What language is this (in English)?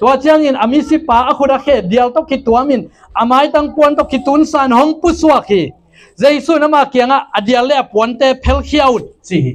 Tedim Chin